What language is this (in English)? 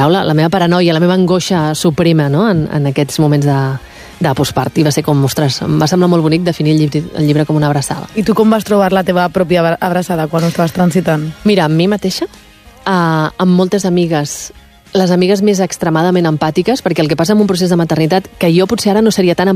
Catalan